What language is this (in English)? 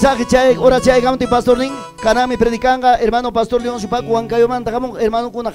Ayacucho Quechua